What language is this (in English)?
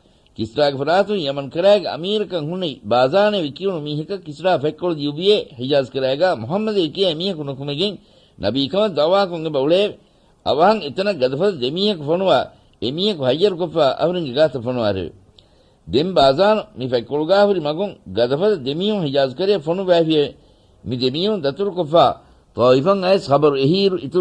Divehi